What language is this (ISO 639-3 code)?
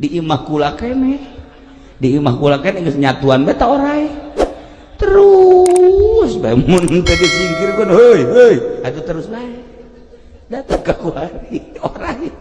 sun